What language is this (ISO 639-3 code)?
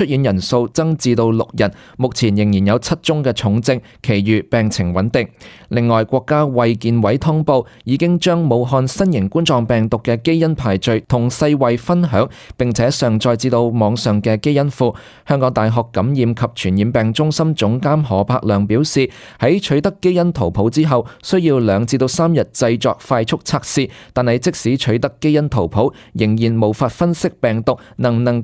yue